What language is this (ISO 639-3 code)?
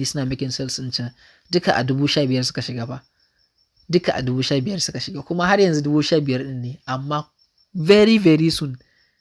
hau